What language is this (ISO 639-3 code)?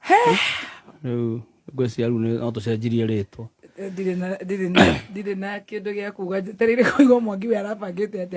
kik